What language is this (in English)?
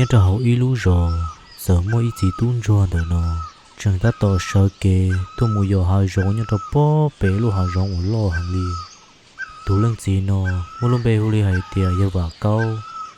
Hmong